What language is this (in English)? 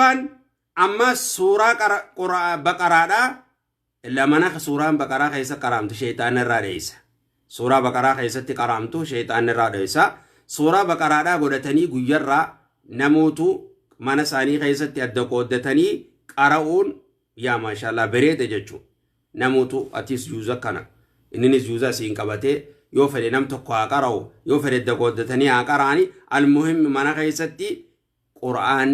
Oromo